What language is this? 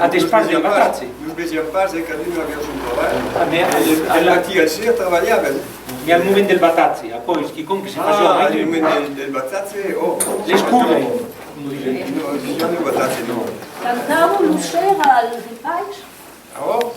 Occitan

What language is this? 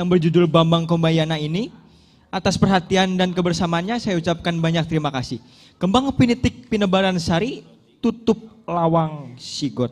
Betawi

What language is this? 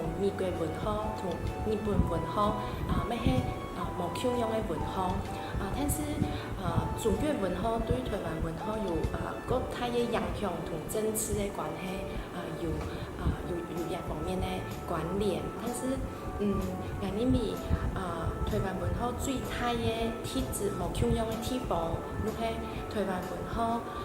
Min Nan Chinese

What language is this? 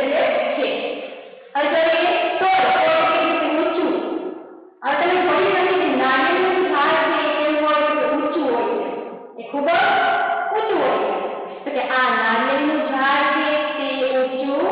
Gujarati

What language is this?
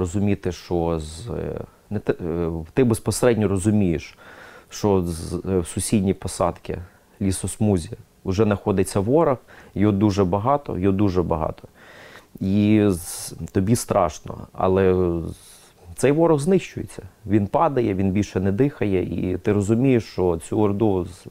Ukrainian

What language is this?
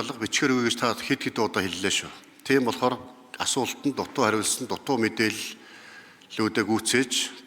Mongolian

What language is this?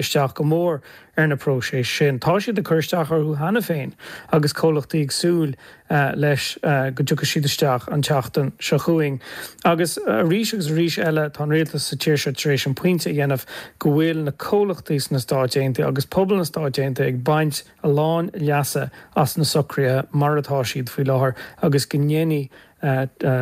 Irish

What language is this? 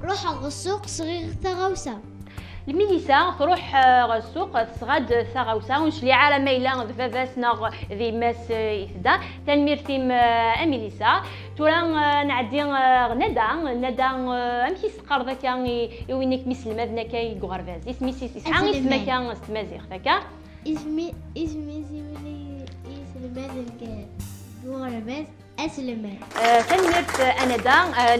Kabyle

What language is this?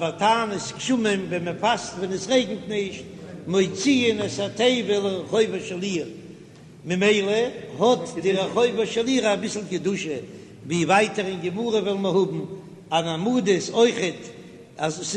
Yiddish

